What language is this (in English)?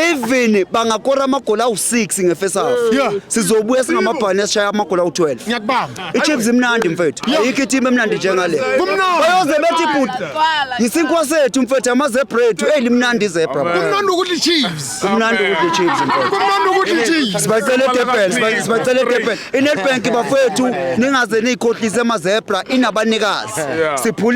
Zulu